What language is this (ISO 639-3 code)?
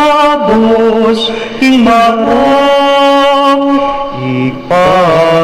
pam